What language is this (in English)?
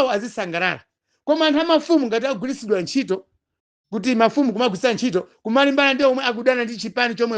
Nyanja